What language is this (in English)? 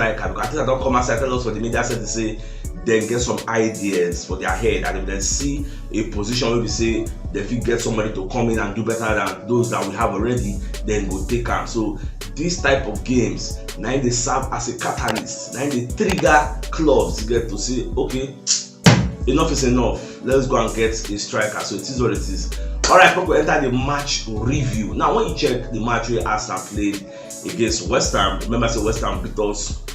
Nigerian Pidgin